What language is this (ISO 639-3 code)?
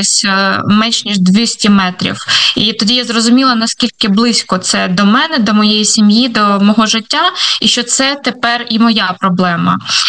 ukr